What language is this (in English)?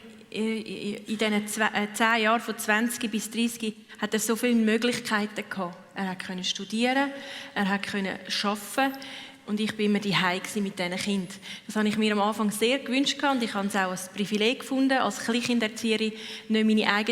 Swiss German